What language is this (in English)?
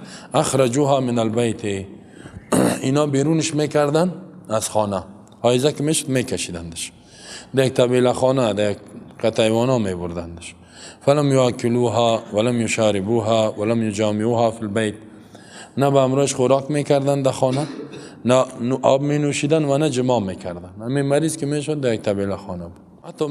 Persian